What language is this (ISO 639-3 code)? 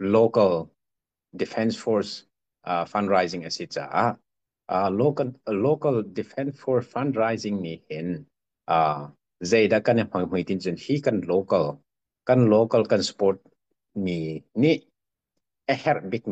cnh